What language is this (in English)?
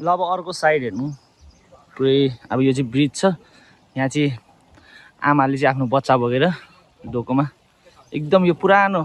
Nepali